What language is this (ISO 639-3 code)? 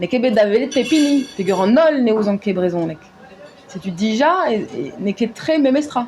bre